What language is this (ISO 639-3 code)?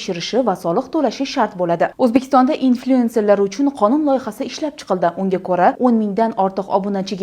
uzb